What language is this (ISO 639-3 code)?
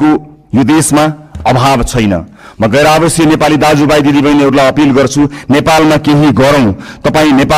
nep